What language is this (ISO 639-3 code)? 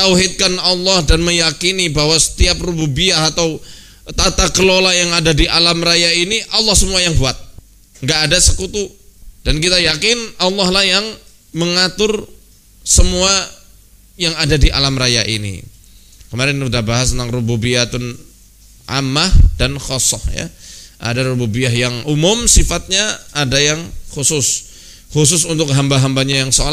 ind